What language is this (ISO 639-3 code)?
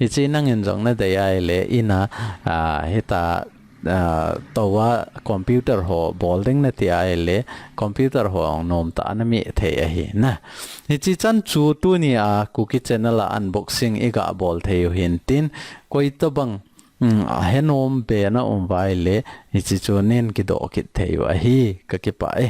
tcz